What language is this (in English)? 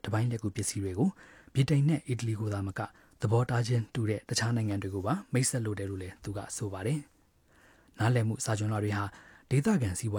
Burmese